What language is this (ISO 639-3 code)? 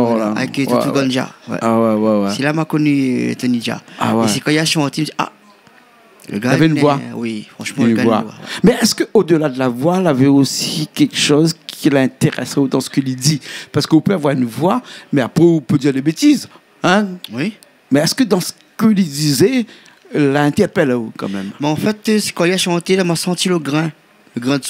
rcf